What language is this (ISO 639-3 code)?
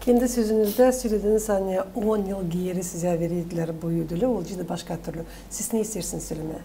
gag